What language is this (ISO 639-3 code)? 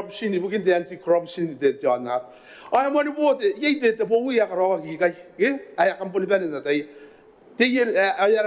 gil